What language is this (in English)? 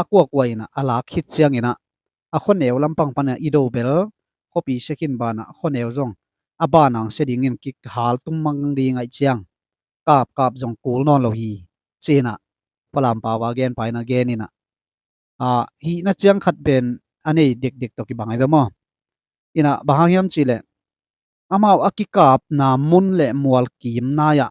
Tedim Chin